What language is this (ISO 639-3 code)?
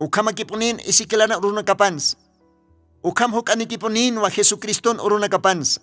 aym